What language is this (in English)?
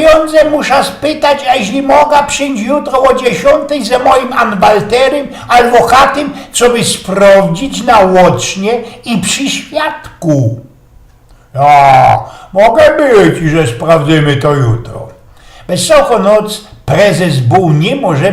Silesian